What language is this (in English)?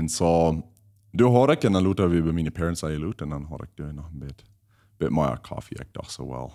Plautdietsch